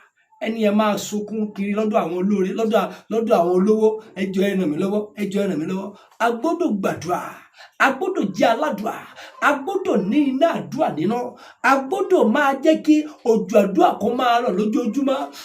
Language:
Yoruba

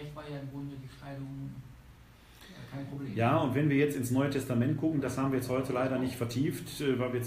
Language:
German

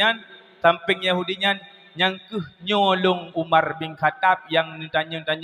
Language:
Achinese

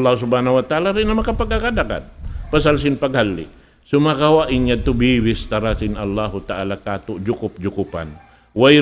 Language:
Tausug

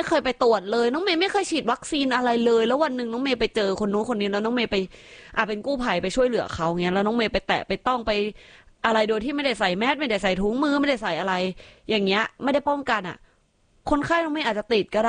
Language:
Thai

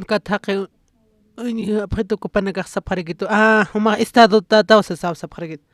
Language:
Aymara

